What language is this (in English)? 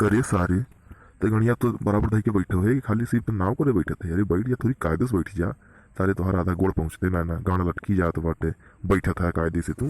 Awadhi